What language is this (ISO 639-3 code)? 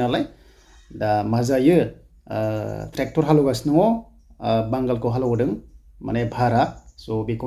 brx